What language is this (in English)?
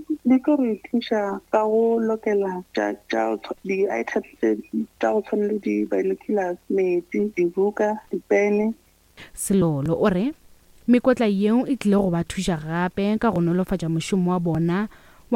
Northern Sotho